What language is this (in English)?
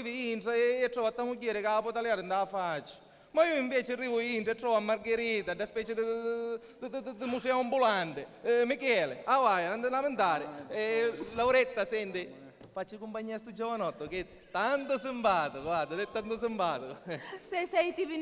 Sicilian